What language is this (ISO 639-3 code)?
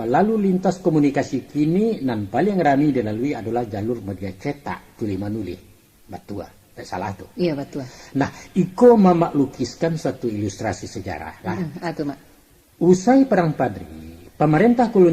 min